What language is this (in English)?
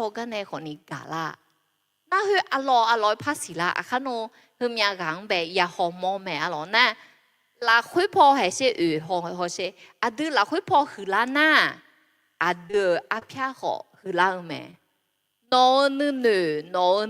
Akha